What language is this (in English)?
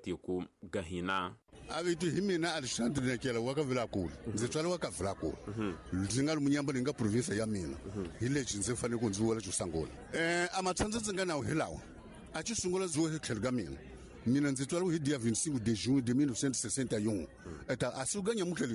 Tsonga